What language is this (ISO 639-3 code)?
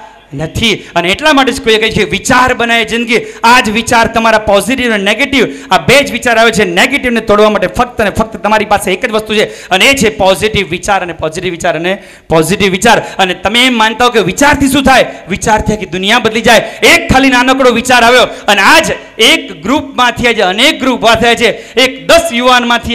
guj